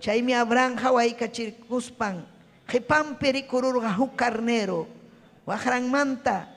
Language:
Ayacucho Quechua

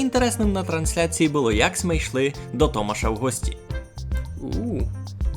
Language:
Rusyn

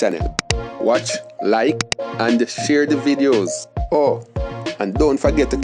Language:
Jamaican Creole English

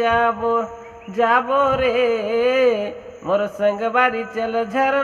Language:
Chhattisgarhi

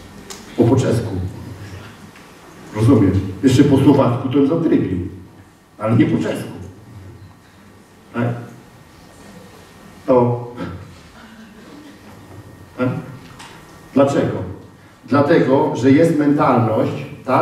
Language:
Polish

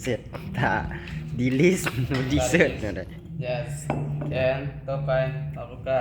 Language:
Lao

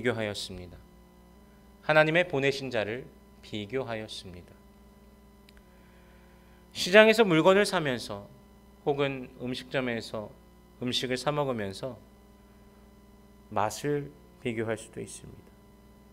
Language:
Korean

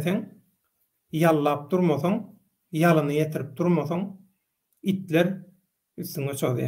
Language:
Turkmen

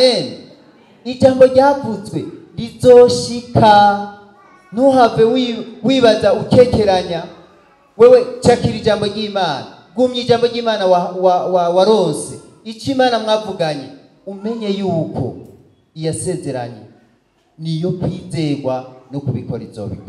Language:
Rundi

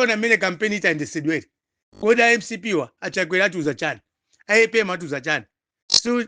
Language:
Nyanja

